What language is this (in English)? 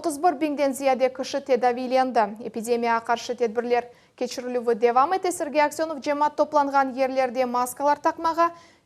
Crimean Tatar